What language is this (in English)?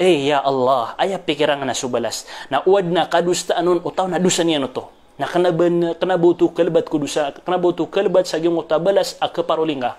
Maranao